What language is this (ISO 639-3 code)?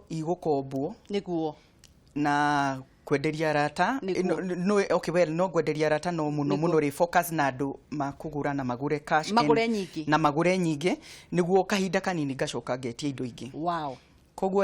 kik